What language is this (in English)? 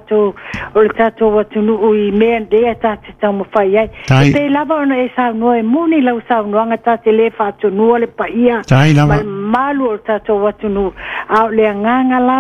Samoan